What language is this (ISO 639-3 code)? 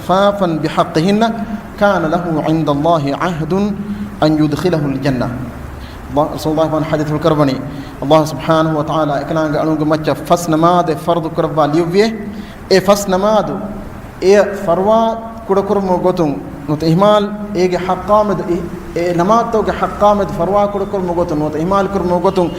div